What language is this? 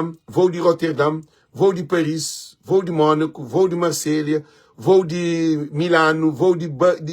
Kabuverdianu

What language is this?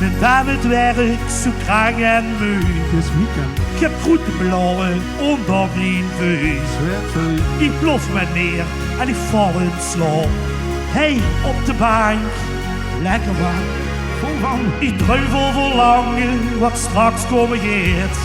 Limburgish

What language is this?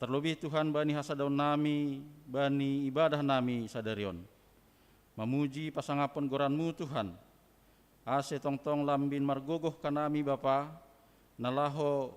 Batak Simalungun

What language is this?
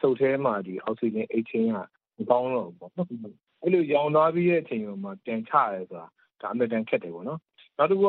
Burmese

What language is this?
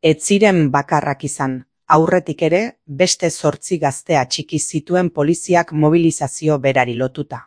Basque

